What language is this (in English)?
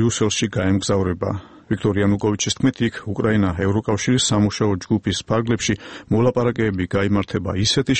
Georgian